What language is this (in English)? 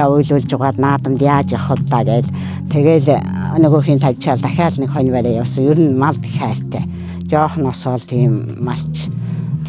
Mongolian